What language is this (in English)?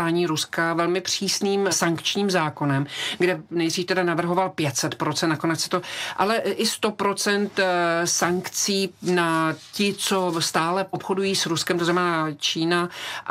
Czech